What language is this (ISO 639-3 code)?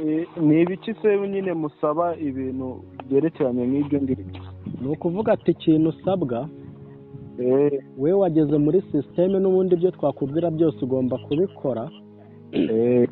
kin